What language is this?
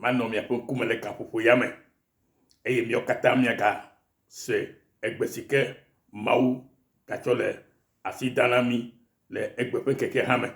Ewe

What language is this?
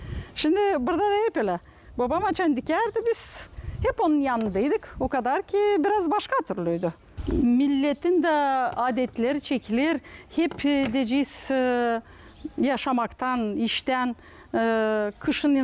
Gagauz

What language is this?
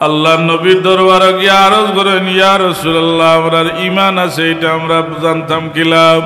Sylheti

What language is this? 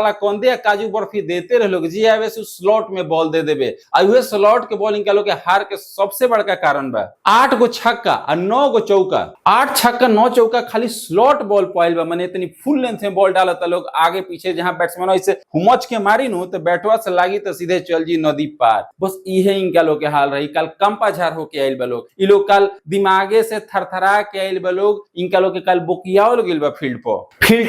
Bhojpuri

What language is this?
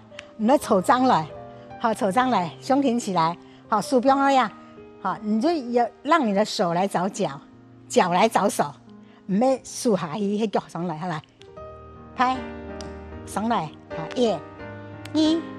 Hakka Chinese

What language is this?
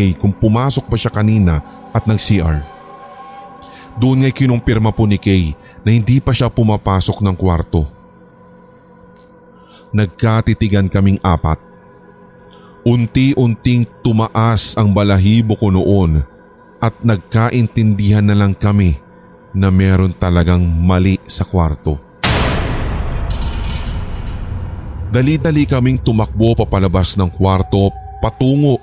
Filipino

